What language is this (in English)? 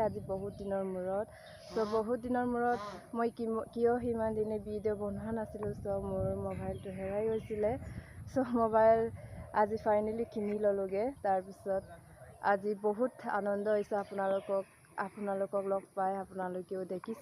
Assamese